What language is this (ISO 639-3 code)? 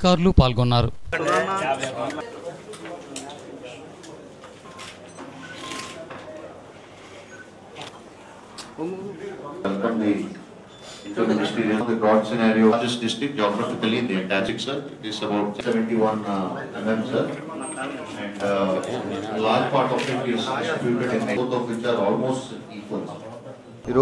tel